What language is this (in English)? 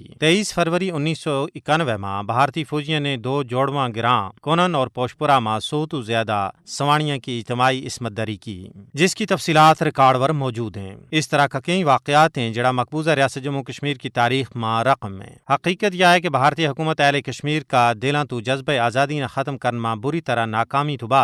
Gujari